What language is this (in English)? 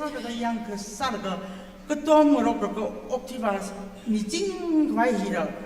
Tangkhul Naga (India)